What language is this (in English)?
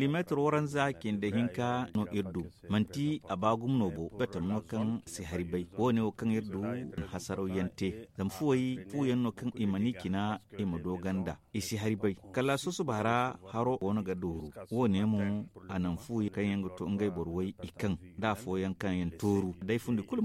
Zarma